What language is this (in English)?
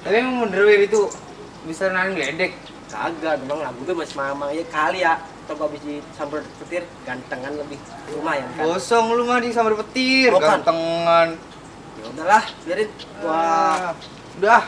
Betawi